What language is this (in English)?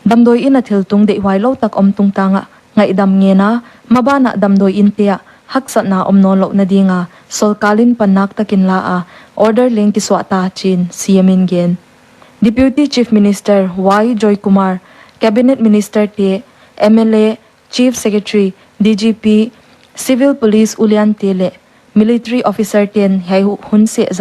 Paite Chin